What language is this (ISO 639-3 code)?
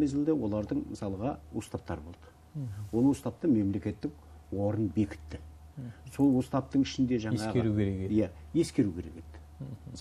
kaz